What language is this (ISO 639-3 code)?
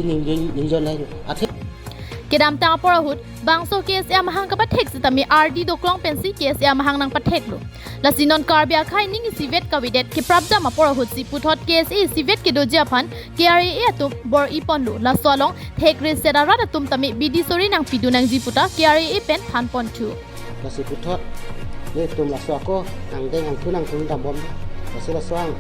mjw